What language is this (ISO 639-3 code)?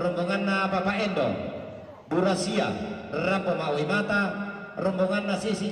sda